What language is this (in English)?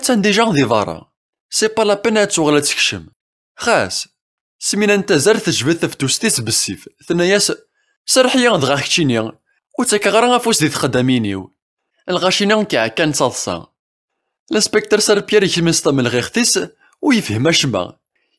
Kabyle